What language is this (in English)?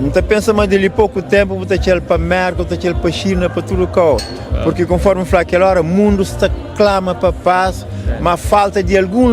Kabuverdianu